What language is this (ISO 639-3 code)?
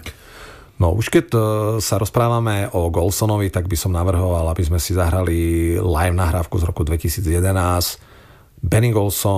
slk